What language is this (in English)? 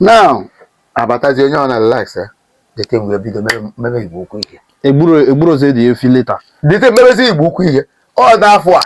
Igbo